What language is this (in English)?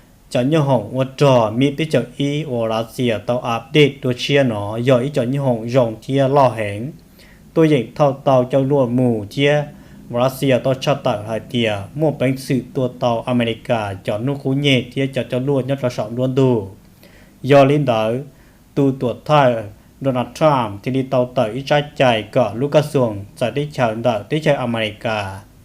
Hmong